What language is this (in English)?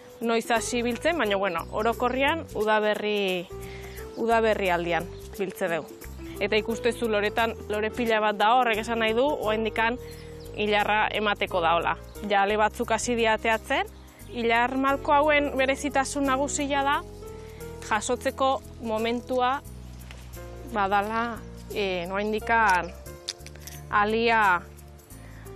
Basque